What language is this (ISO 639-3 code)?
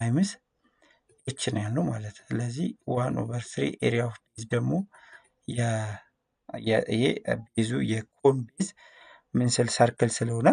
amh